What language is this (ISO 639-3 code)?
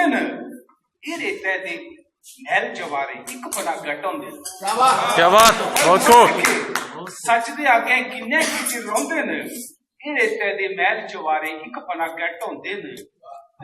doi